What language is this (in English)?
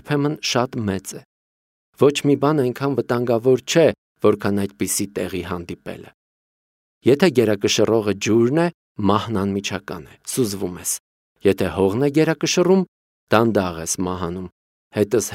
Armenian